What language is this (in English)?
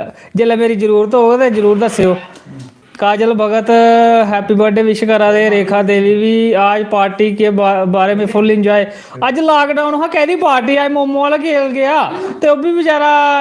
Dogri